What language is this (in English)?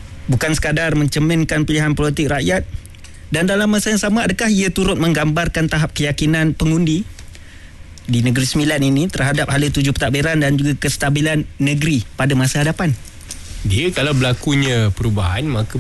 Malay